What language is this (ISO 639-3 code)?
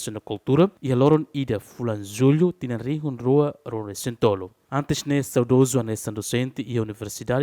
tet